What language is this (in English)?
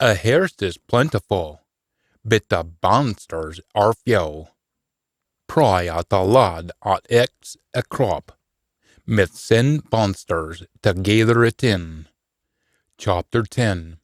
Scots